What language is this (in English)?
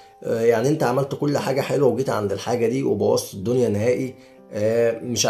Egyptian Arabic